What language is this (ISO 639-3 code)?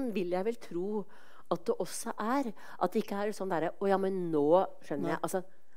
nor